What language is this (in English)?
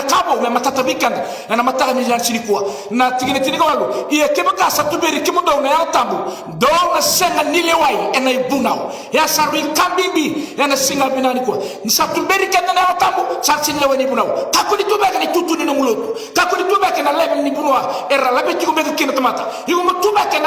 Fijian